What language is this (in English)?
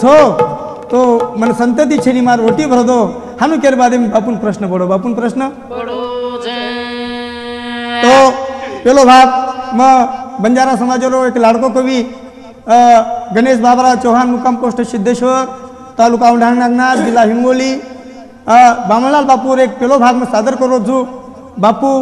Lambadi